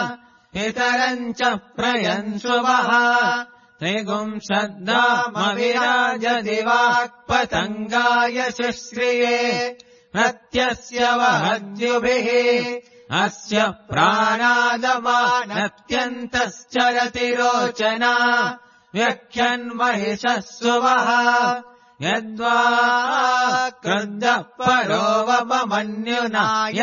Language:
Sanskrit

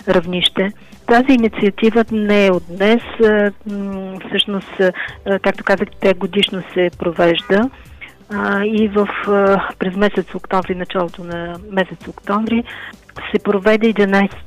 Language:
Bulgarian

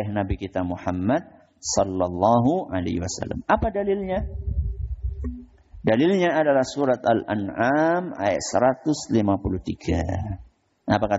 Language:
Indonesian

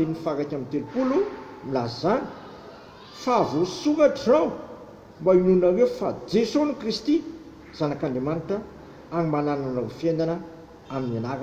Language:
Malagasy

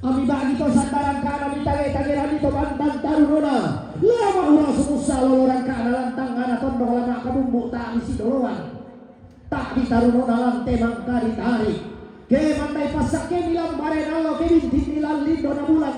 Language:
Toraja-Sa'dan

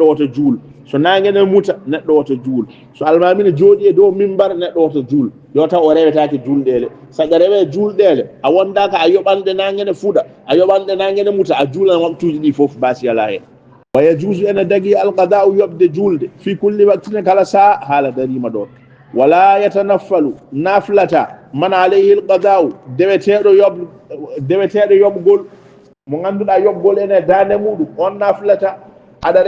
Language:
Fula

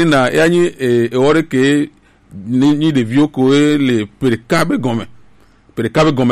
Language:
Gen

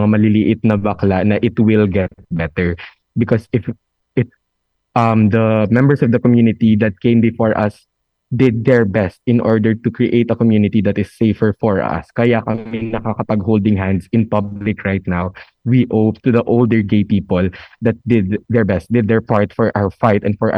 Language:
Filipino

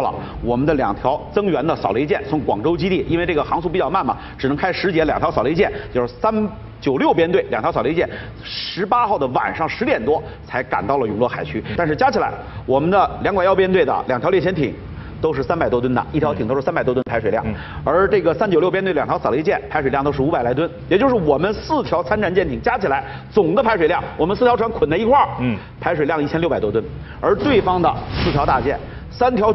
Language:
Chinese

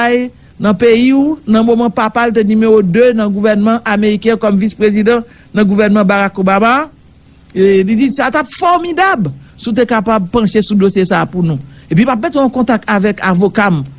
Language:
Haitian Creole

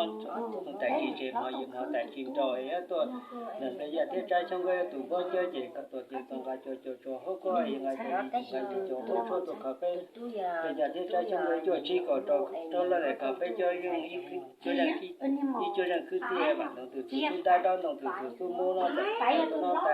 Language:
Hmong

